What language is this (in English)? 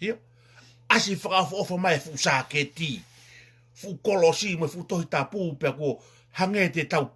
Tongan